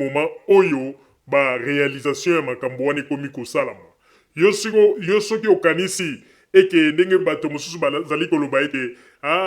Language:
Lingala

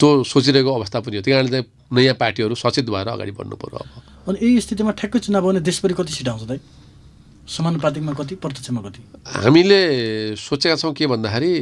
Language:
Nepali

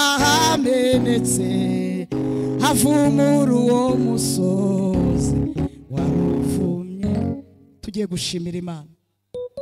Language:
Kinyarwanda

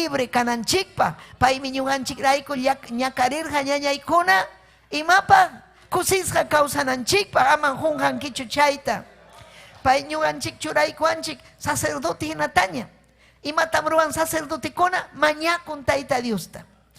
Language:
Ayacucho Quechua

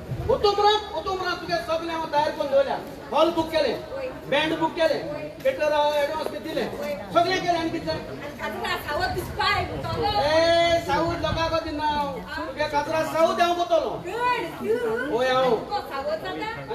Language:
Konkani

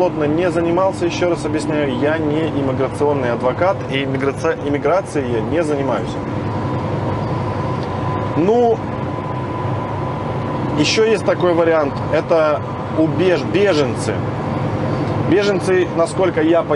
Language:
Russian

